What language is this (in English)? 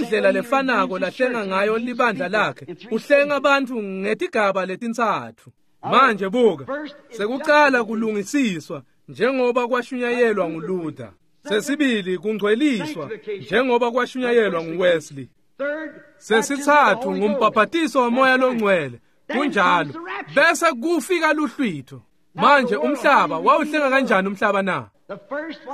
Swati